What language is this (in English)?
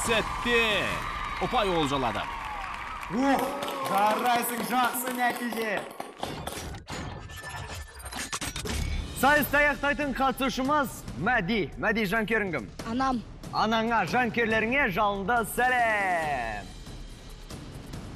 Kazakh